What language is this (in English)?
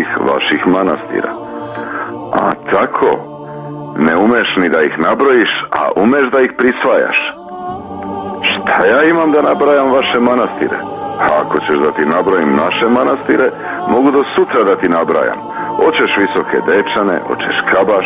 Serbian